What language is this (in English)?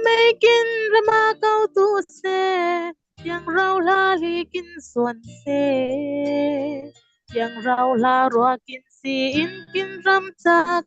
Falam Chin